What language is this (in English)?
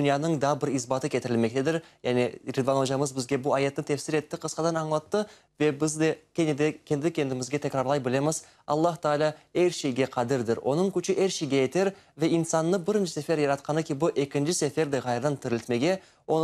Crimean Tatar